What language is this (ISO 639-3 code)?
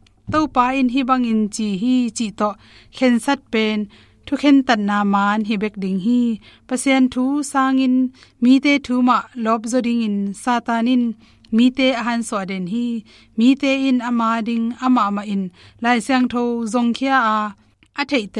ctd